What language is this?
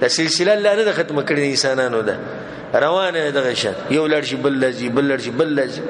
Pashto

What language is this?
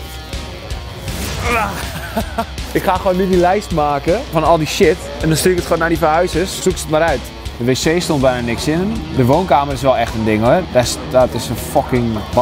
Dutch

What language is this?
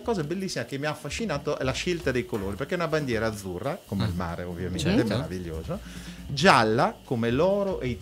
Italian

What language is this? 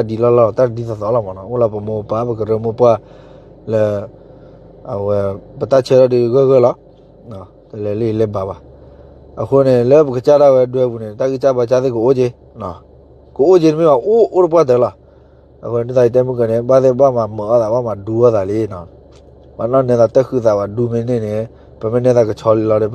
S'gaw Karen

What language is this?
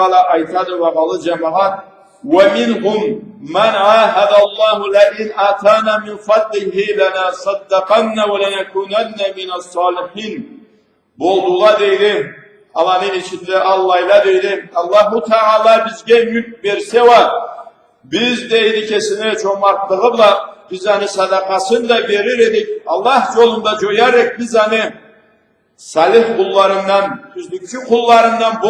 Karachay-Balkar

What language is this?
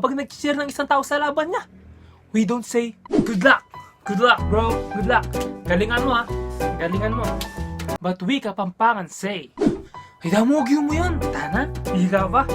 Pampanga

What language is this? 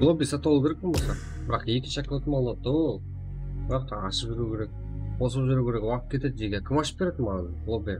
Kara-Kalpak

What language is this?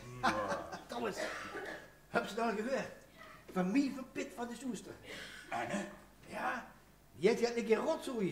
Limburgish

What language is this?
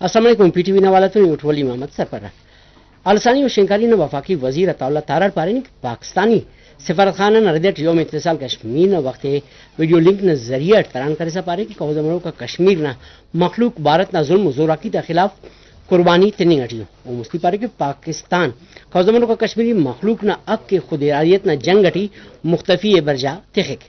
Brahui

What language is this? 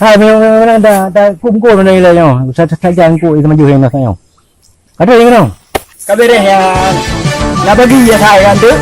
Achinese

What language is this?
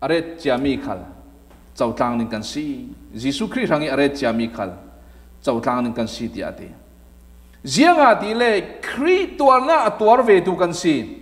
Falam Chin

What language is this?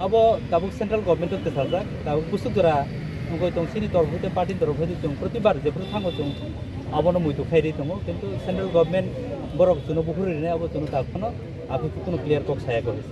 Kok Borok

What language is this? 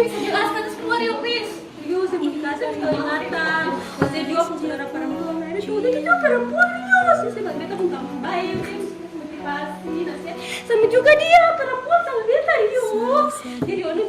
Ambonese Malay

